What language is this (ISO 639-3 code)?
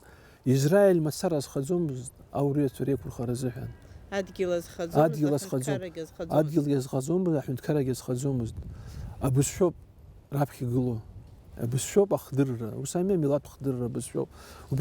abk